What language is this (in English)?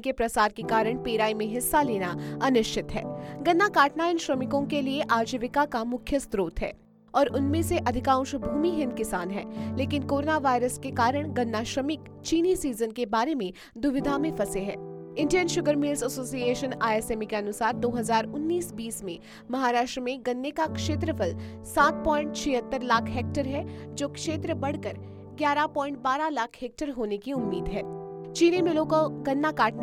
Hindi